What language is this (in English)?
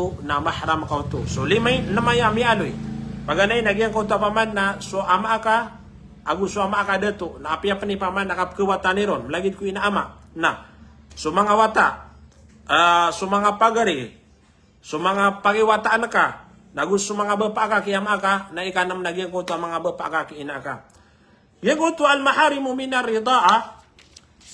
Maranao